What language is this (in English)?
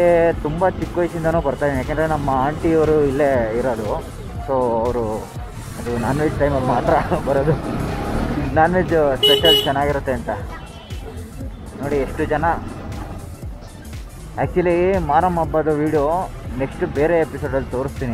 Kannada